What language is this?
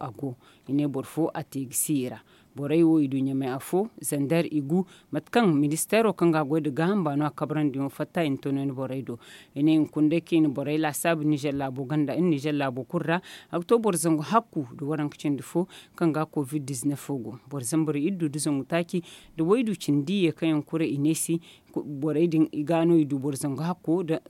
Zarma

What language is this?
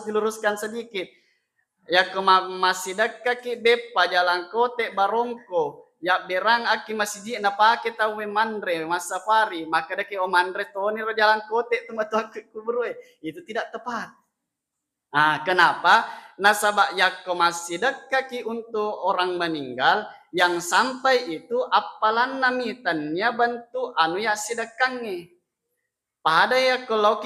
Buginese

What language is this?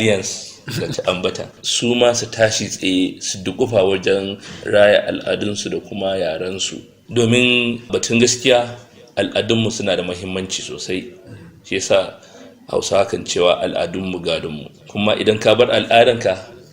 Hausa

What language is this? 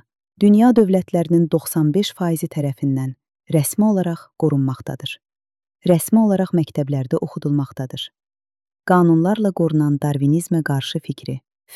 Azerbaijani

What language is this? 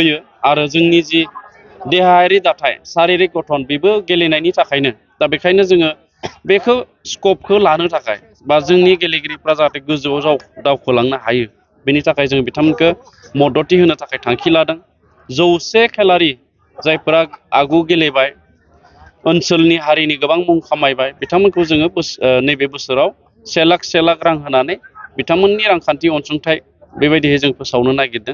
Bodo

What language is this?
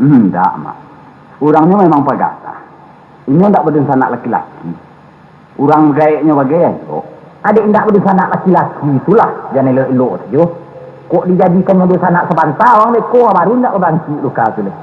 Minangkabau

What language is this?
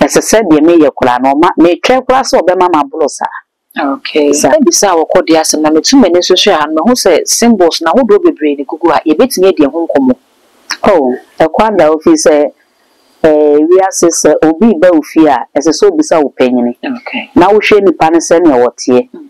Akan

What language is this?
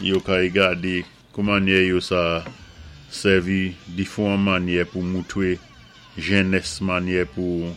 Saint Lucian Creole French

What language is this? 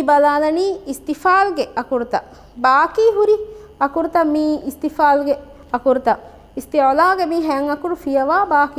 Divehi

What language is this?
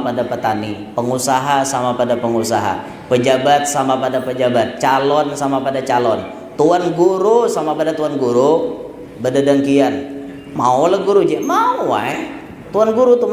Banjar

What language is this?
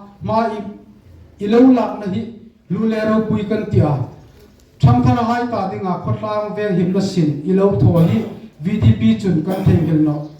Hmar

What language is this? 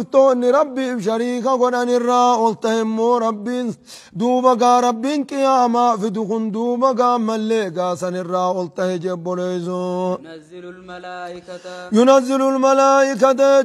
Oromo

